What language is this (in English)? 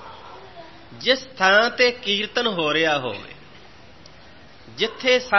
Punjabi